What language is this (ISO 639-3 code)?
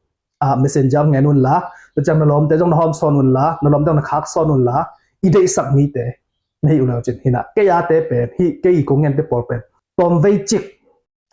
ctd